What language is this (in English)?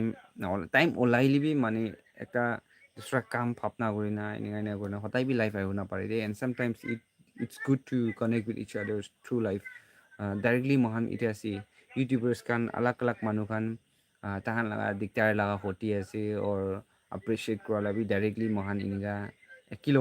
Naga Pidgin